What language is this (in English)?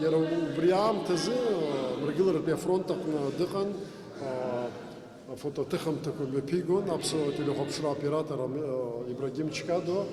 Abkhazian